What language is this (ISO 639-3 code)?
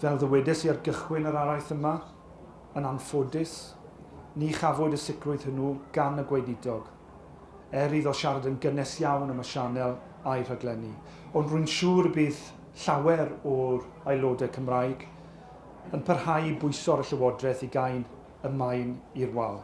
cym